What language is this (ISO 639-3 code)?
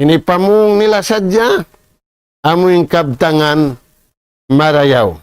tsg